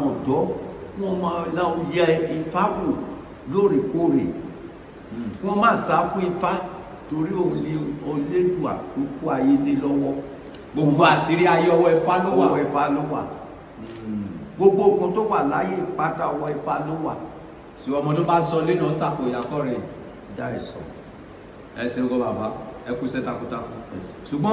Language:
Yoruba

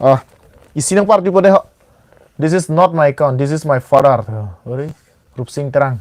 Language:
Karbi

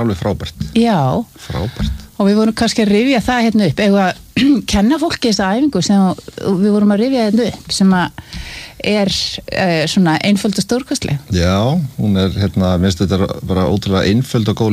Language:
Icelandic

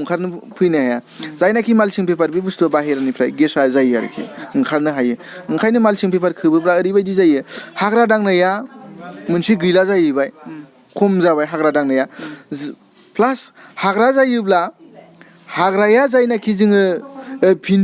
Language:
Bodo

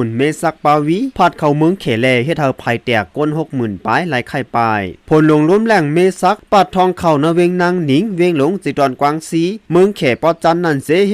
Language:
Shan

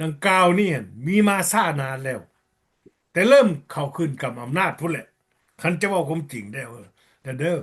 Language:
Lao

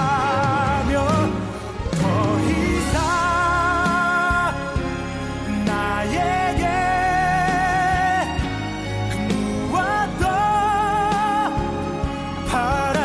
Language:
Korean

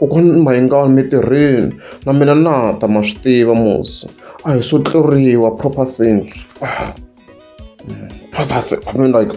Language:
Tsonga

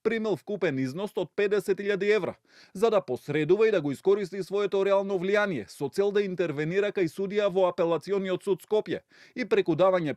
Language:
Macedonian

